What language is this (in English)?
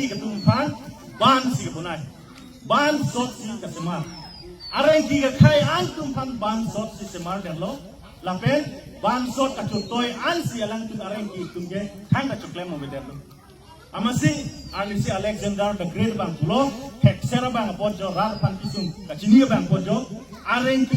Karbi